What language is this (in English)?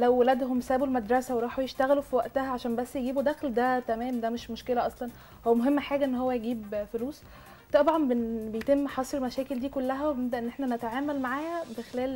Egyptian Arabic